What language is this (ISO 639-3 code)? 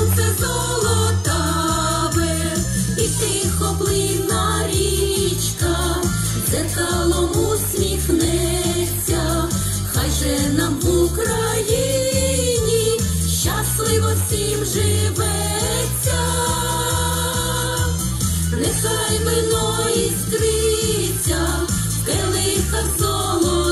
ukr